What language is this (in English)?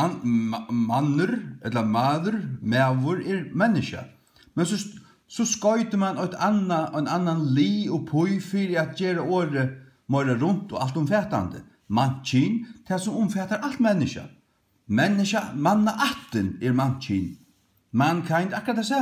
Faroese